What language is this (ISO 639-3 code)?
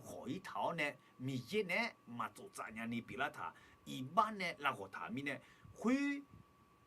ahk